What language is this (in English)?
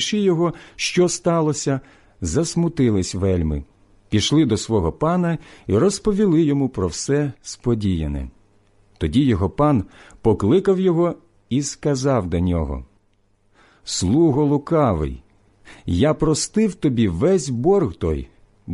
Ukrainian